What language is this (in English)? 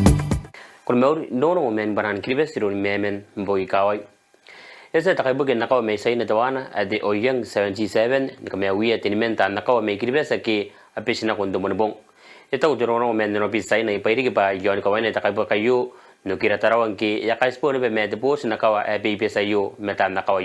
Gilbertese